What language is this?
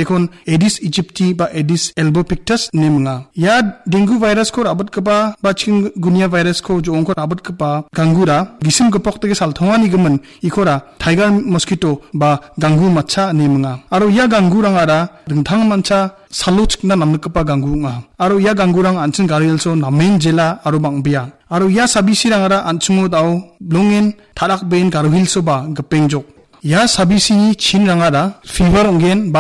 Garo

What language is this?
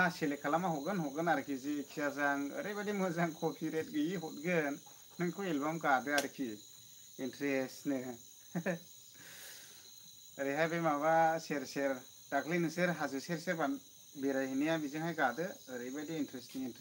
Bodo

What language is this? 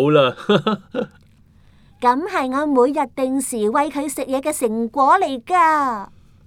Cantonese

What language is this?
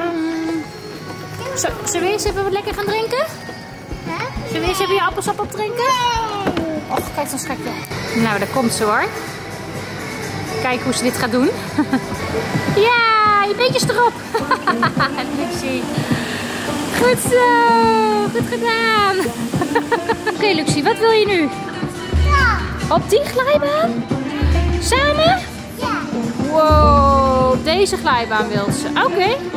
Dutch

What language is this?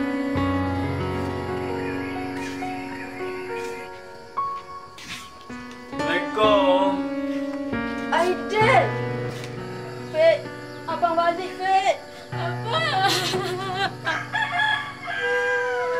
Malay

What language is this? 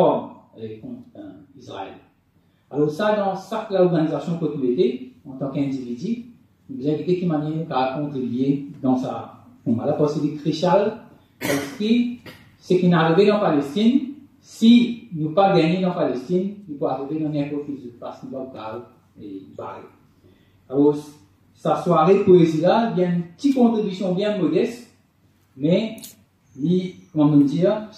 Morisyen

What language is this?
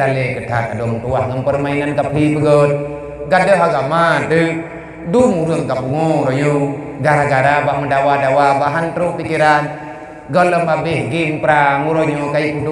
Achinese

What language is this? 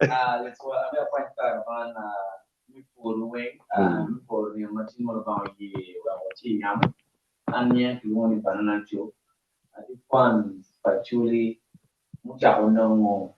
Acoli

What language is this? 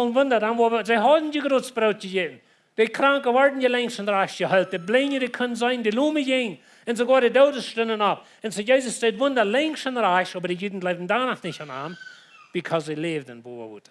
Plautdietsch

